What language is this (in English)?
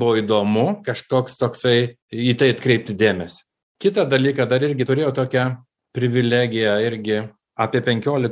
Lithuanian